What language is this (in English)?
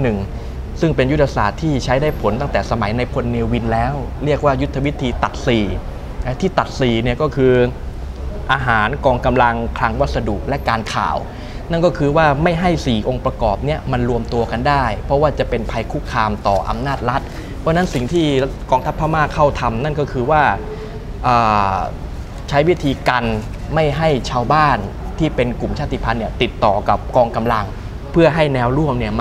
Thai